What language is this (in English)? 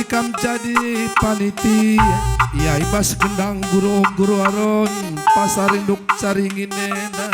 Batak Karo